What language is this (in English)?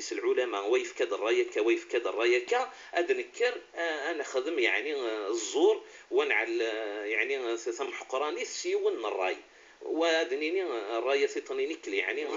Moroccan Arabic